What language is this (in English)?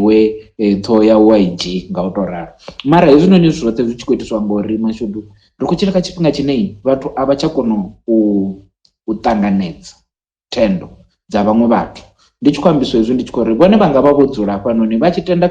Venda